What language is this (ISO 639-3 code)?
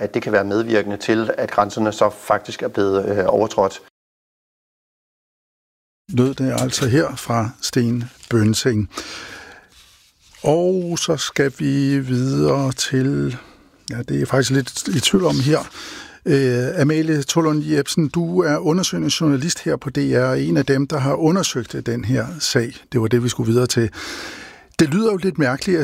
dan